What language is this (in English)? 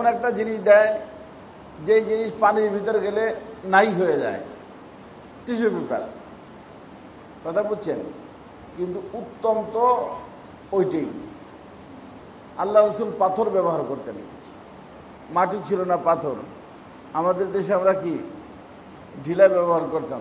Bangla